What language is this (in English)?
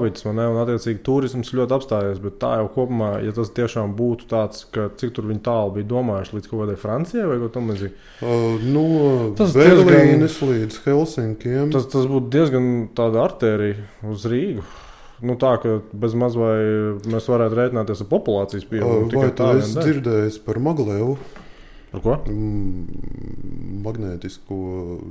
Latvian